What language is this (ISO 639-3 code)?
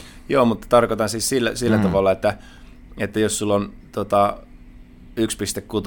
fin